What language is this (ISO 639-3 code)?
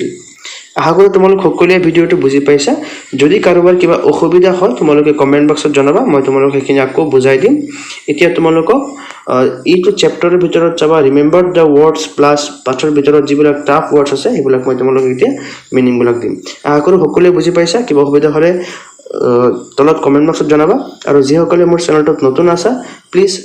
asm